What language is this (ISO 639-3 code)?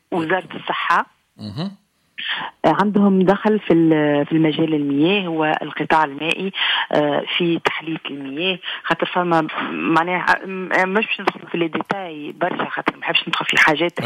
aeb